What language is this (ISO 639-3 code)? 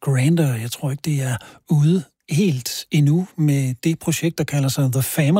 dan